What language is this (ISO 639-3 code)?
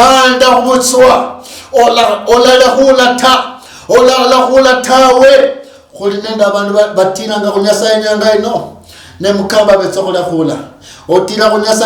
luy